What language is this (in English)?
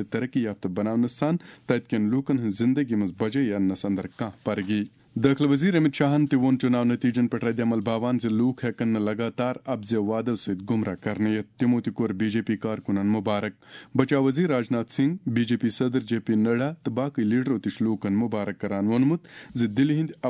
Kashmiri